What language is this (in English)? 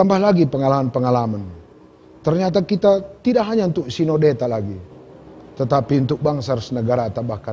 Batak Karo